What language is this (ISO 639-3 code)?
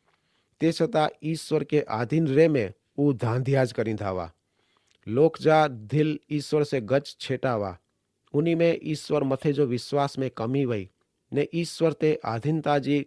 kfr